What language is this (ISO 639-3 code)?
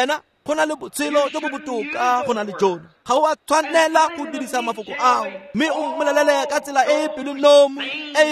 tsn